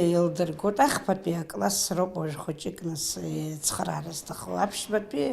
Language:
Abkhazian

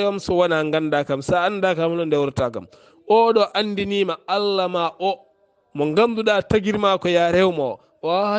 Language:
Fula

